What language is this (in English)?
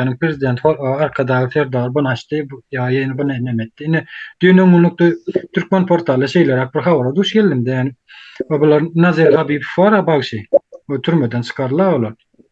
Turkmen